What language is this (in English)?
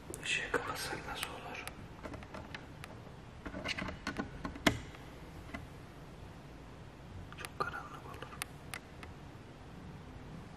Turkish